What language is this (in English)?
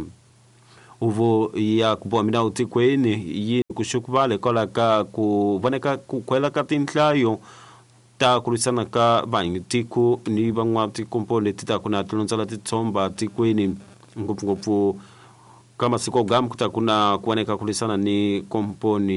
Tsonga